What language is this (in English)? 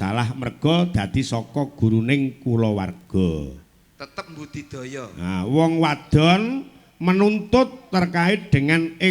Javanese